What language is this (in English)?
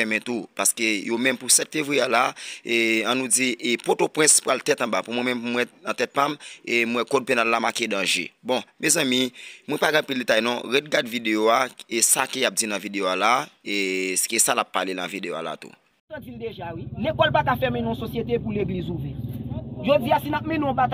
Haitian Creole